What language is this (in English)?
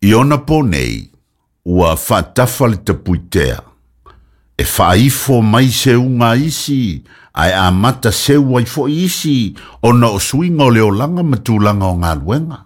Samoan